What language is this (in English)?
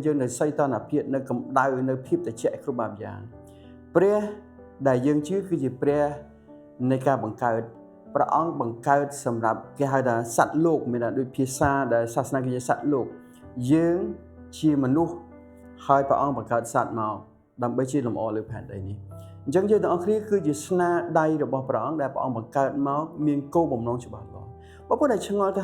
Khmer